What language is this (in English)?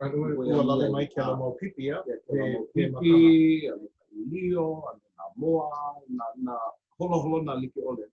Hawaiian